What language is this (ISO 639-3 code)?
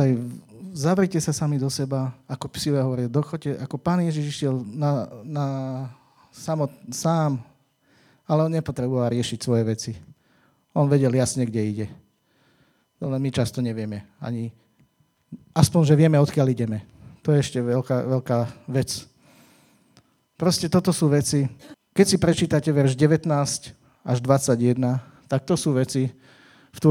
slk